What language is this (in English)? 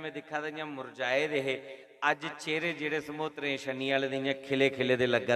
Dogri